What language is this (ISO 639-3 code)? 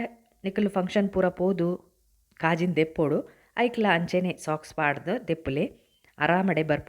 tcy